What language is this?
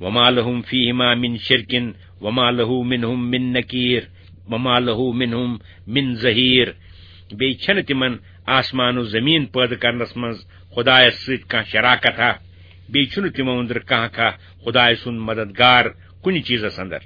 Kashmiri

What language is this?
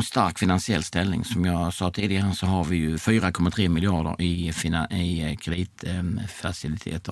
Swedish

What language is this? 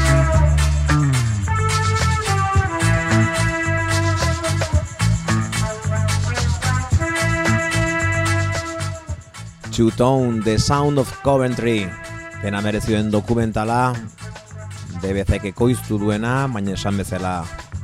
Basque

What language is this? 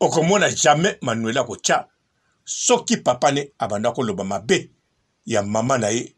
Lingala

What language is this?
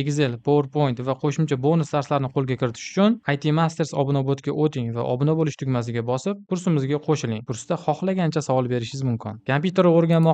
Uzbek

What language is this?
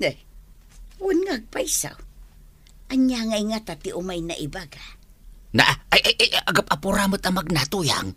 Iloko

